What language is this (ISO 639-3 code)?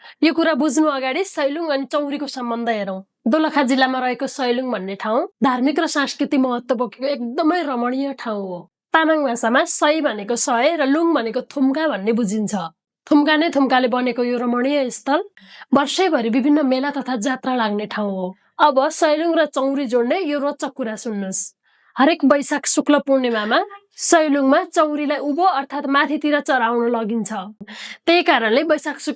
nep